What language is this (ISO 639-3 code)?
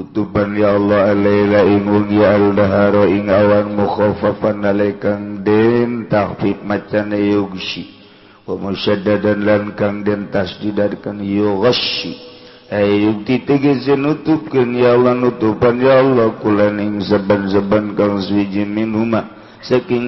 sun